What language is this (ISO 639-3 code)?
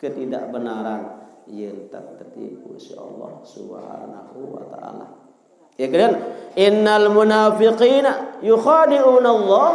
sas